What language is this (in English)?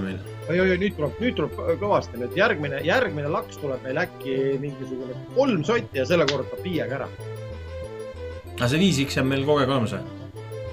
Estonian